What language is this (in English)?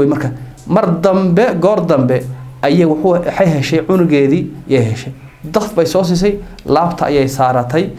Somali